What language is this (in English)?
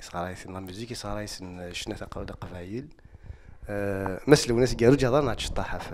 Kabyle